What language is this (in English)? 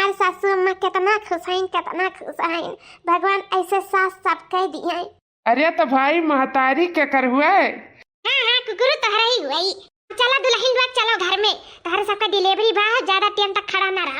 Awadhi